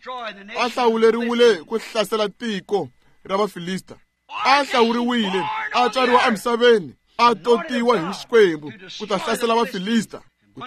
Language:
Tsonga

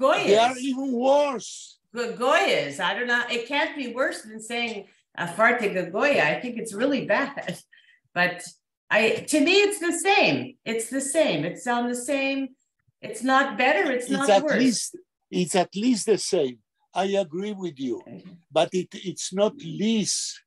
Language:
Yiddish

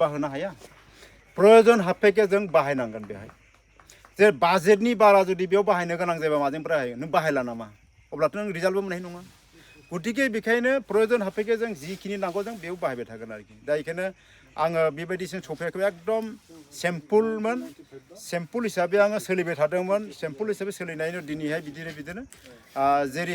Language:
Bodo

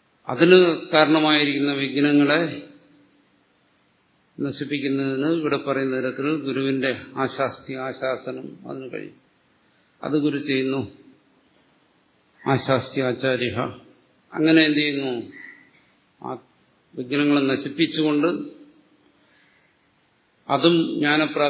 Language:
Malayalam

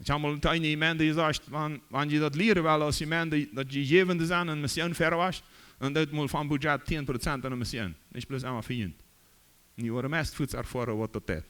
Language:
Plautdietsch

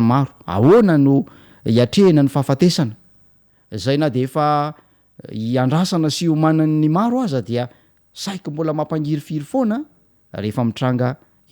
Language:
Malagasy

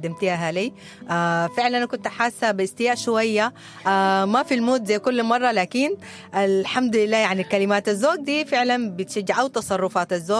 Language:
Sudanese Arabic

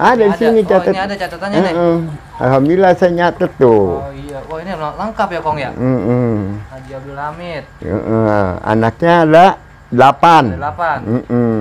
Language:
Betawi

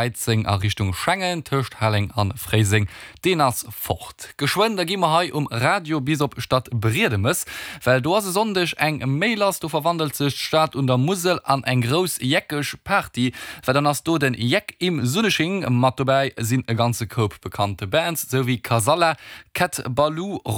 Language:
Luxembourgish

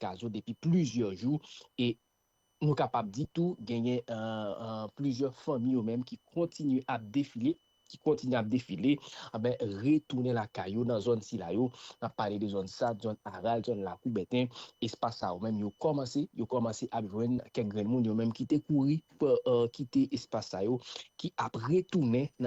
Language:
Haitian Creole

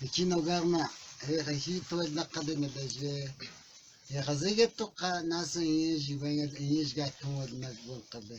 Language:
Cogui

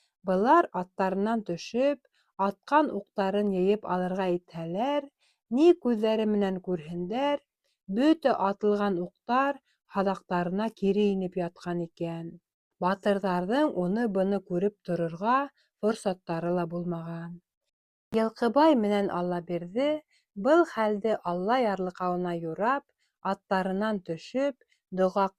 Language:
Bashkir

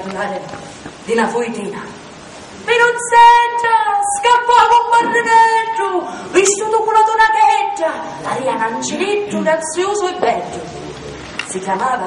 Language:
Sicilian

